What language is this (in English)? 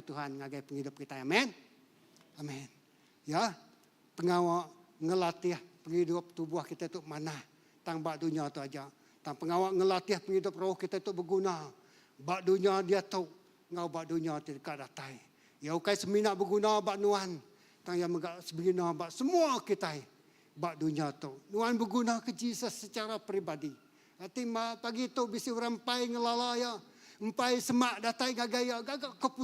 Iban